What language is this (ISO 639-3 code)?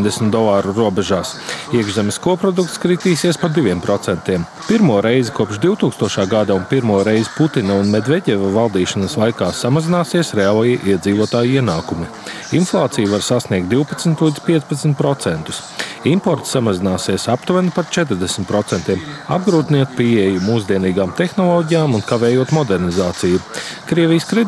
lav